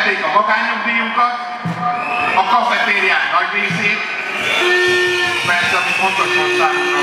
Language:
Hungarian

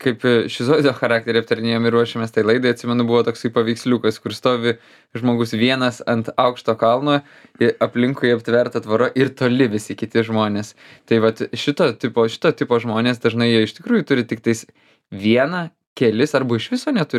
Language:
Lithuanian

